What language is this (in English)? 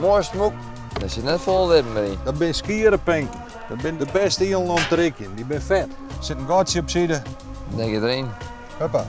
Western Frisian